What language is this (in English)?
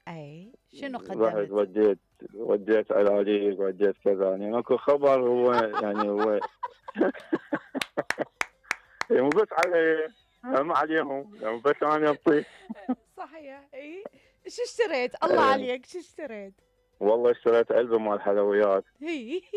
Mesopotamian Arabic